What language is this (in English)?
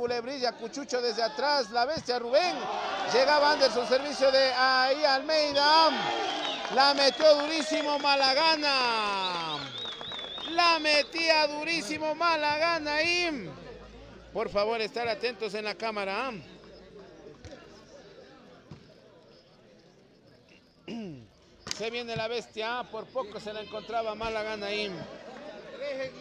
Spanish